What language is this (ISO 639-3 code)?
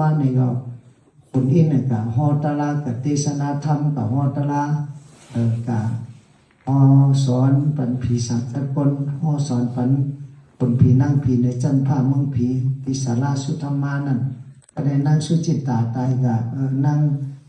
shn